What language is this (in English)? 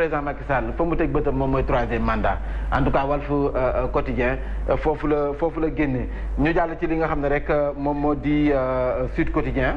Wolof